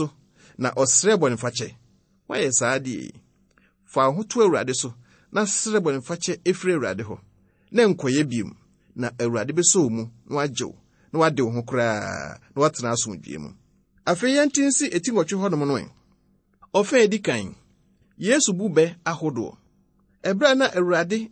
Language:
Akan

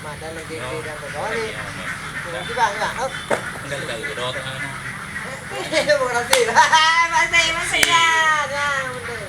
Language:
Achinese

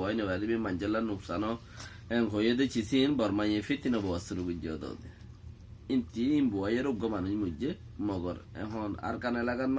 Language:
Rohingya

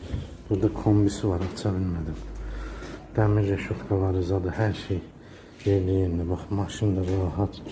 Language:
Azerbaijani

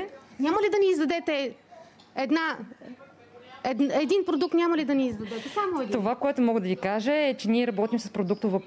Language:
Bulgarian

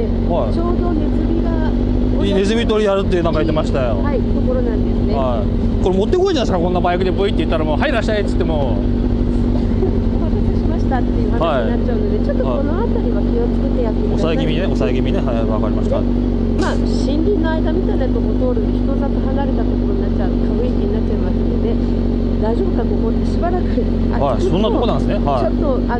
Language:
Japanese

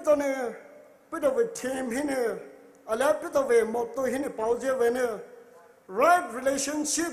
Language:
Poumei Naga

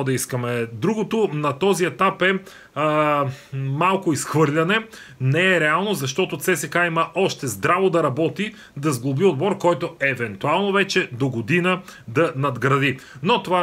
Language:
Bulgarian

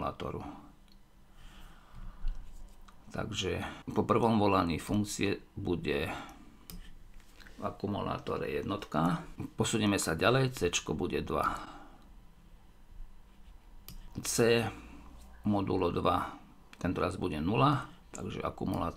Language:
Slovak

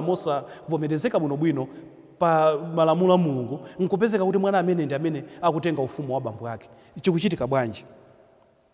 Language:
Nyanja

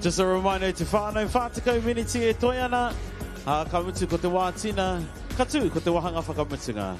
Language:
Māori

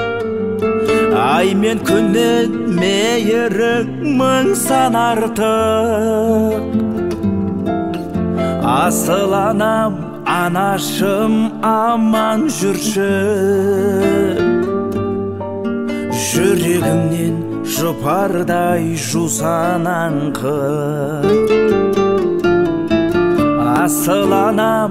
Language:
Kazakh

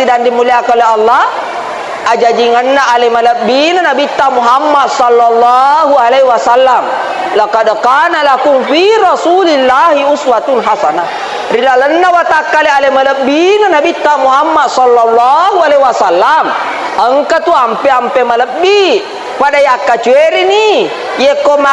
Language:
Buginese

